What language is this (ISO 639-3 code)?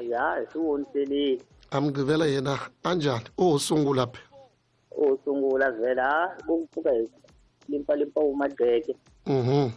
tso